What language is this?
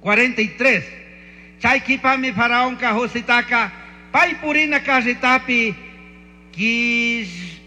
Chimborazo Highland Quichua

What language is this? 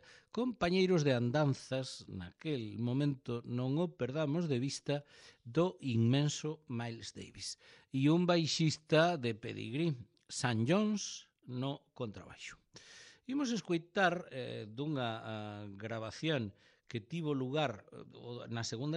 Galician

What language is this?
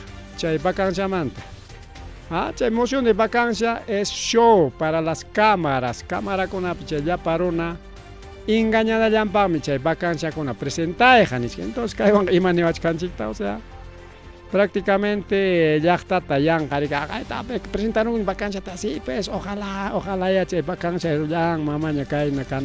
Ayacucho Quechua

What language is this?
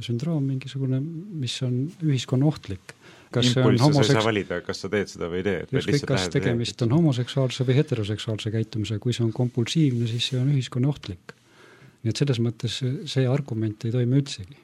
Estonian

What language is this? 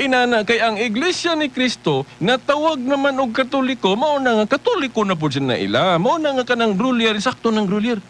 Cebuano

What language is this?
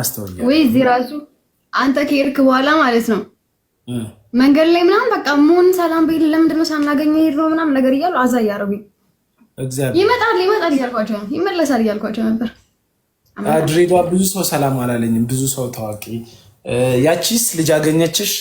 Amharic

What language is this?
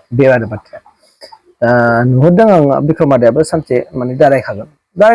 Bodo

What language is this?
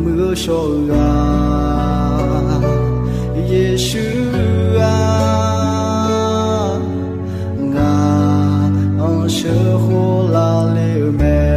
Akha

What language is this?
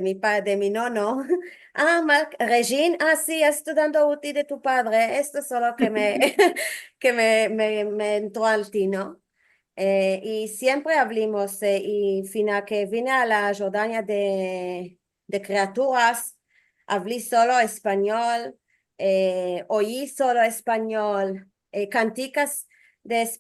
Ladino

